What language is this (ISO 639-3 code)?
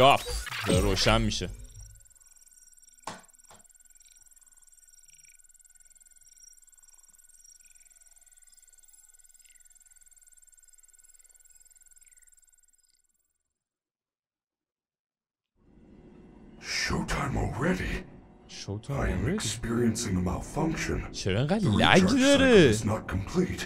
fas